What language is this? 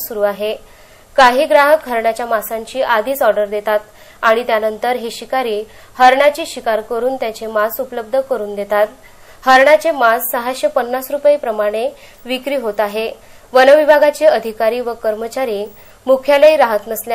Marathi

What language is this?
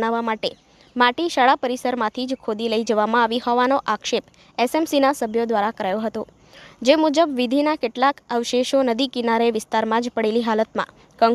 Gujarati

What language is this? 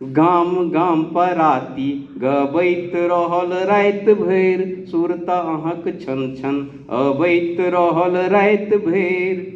Maithili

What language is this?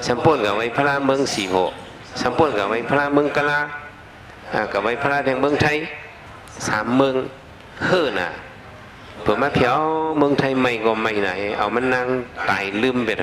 Shan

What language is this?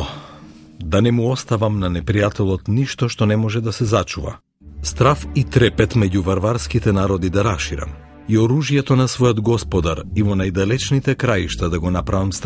Macedonian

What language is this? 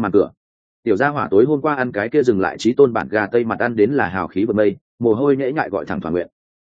Vietnamese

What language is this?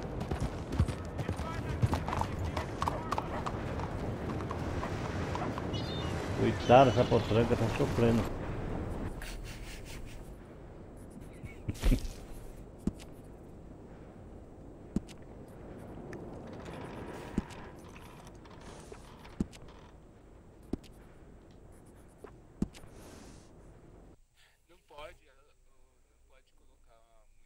Portuguese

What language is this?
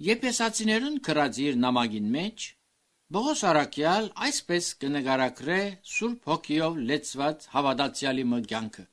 Armenian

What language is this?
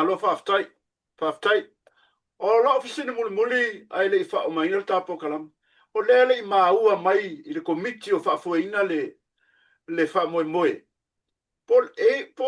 Samoan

